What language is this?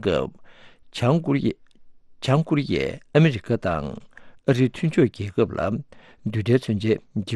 Tibetan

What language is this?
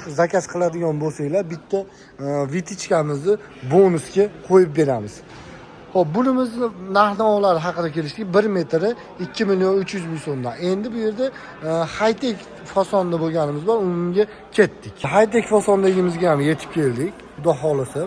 Uzbek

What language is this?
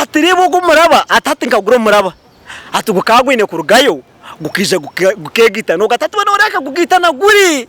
Nyankole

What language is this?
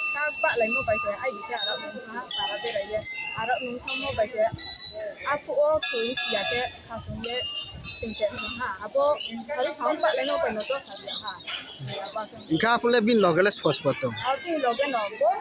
Riang (India)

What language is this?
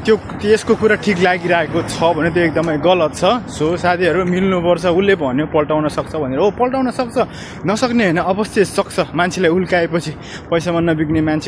Nepali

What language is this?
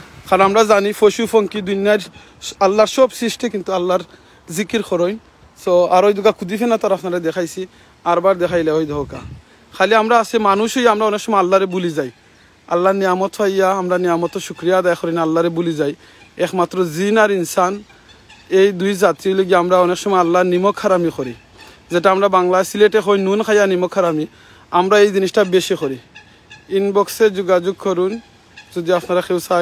Sylheti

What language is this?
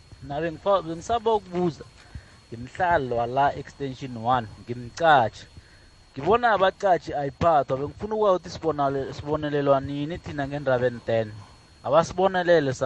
South Ndebele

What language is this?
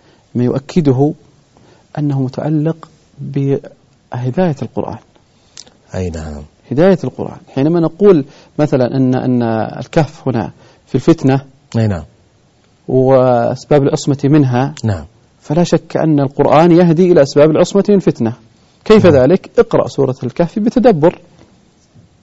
Arabic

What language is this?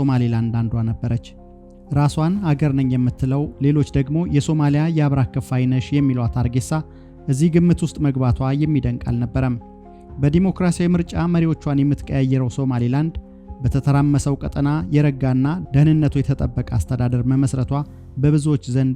Amharic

